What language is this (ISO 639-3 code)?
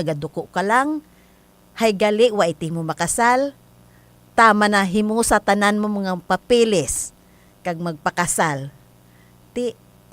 hil